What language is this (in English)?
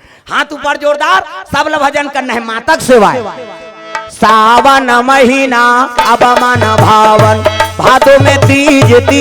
Chhattisgarhi